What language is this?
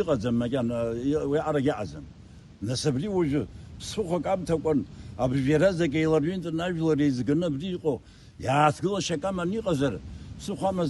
Abkhazian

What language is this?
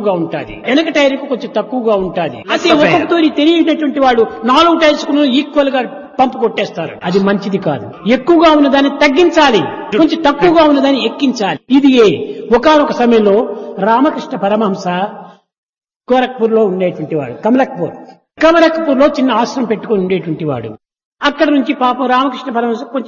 Telugu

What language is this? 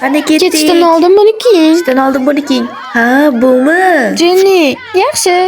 Uzbek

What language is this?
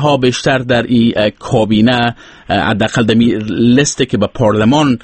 Persian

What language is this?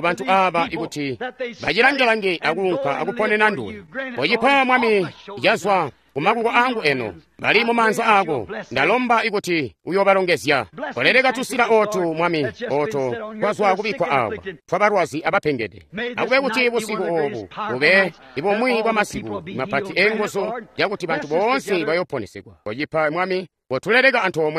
Tonga (Zambia)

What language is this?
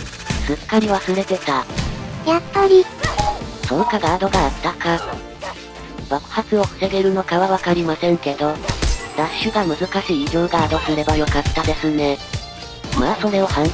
Japanese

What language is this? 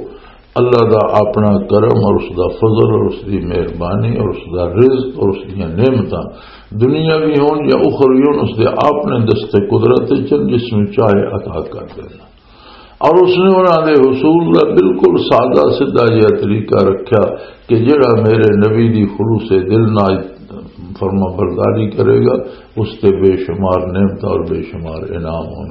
Western Panjabi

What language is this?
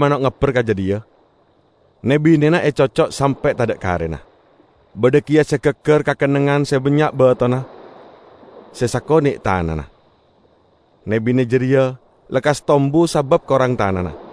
Malay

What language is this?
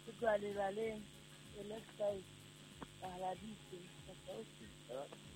Southern Sotho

